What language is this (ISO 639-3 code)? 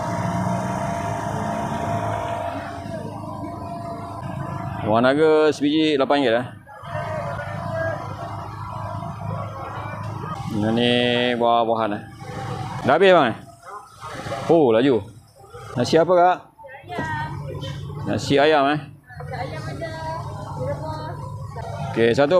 msa